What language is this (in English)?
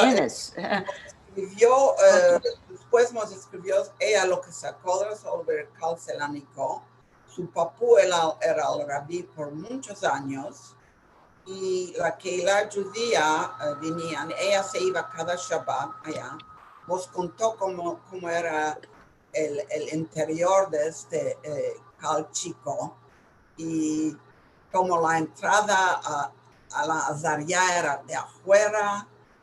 Ladino